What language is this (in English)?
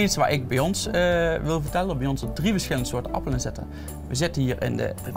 Dutch